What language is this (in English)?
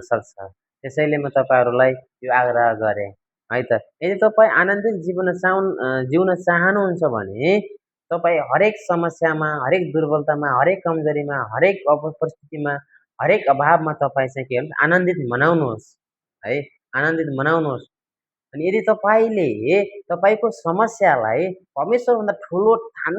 Nepali